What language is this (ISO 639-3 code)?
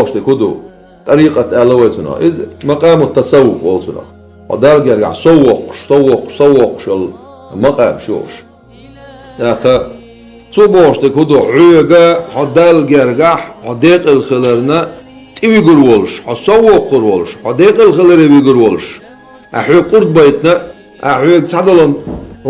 che